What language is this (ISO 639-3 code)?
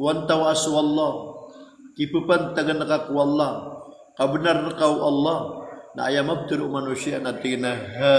mrw